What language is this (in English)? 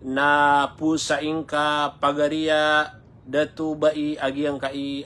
Maranao